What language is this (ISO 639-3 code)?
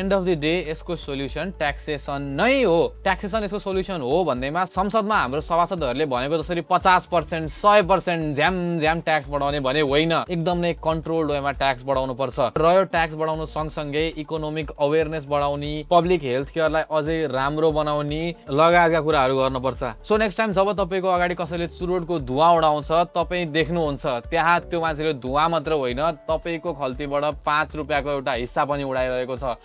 nep